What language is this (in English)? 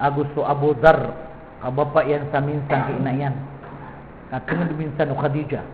Maranao